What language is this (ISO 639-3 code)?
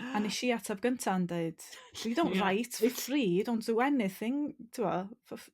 cym